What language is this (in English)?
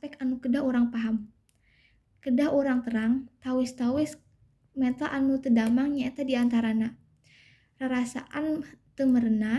Sundanese